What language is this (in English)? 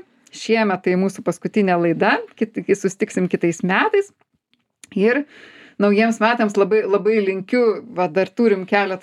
Lithuanian